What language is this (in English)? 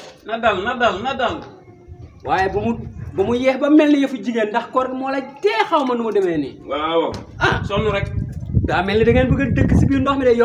Wolof